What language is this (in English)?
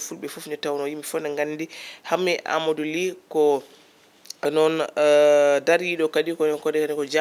Fula